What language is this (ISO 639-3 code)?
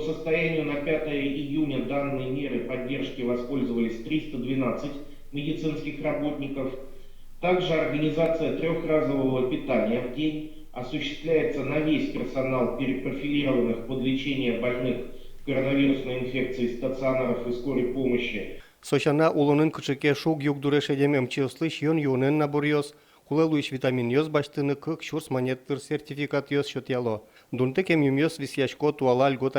udm